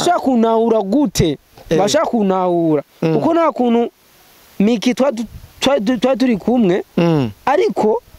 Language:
Rundi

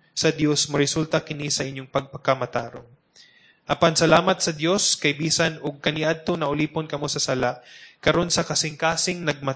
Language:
Cebuano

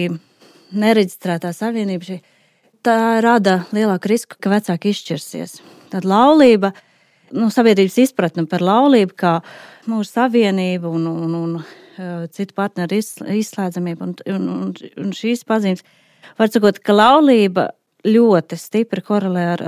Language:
Latvian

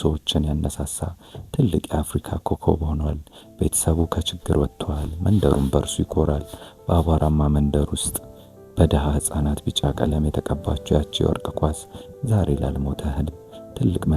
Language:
Amharic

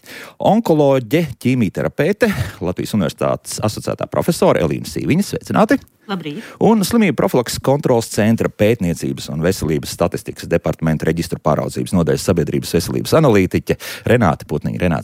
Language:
Latvian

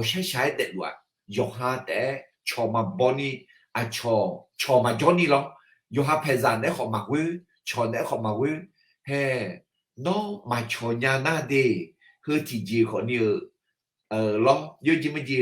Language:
Akha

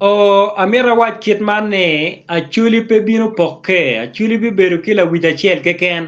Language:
Acoli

